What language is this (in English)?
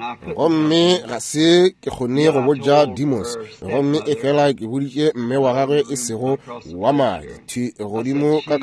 Northern Sotho